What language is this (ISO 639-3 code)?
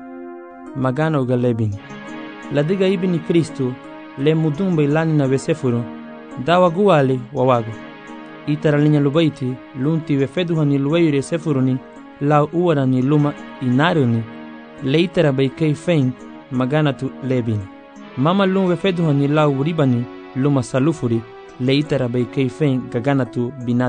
cab